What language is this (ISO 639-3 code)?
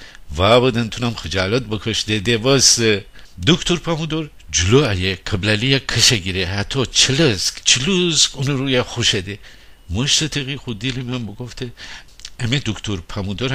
glk